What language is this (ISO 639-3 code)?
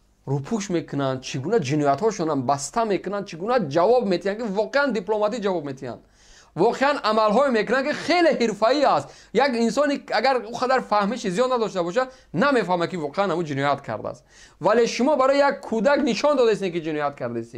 tgk